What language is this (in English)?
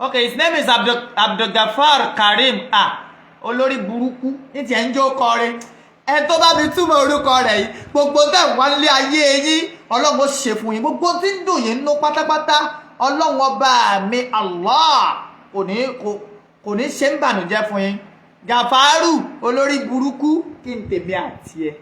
Yoruba